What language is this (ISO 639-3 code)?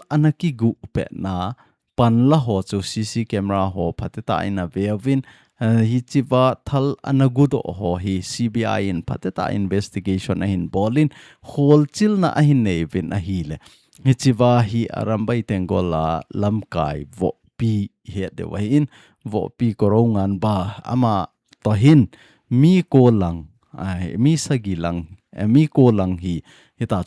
tcz